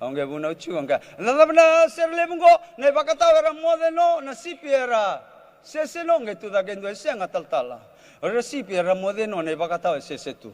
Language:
Fijian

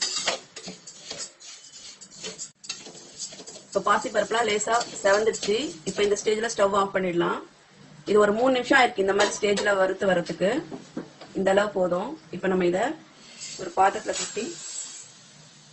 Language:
Tamil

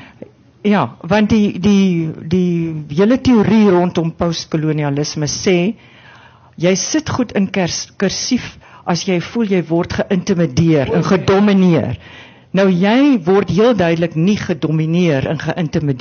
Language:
Afrikaans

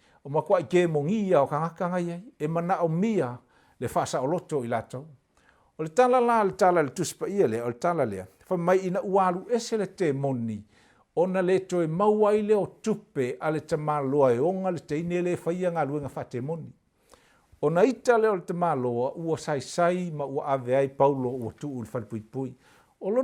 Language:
Samoan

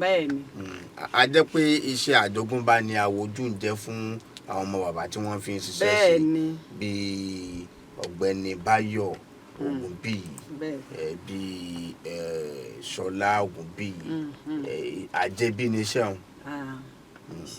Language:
Yoruba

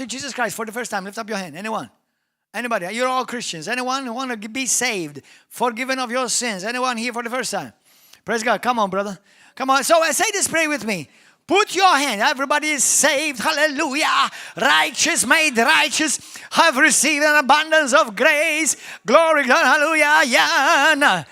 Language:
English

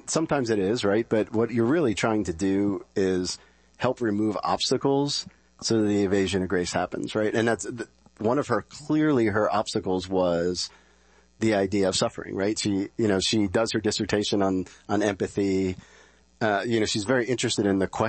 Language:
English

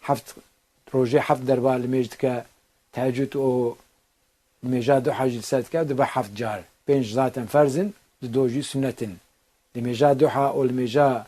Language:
Kurdish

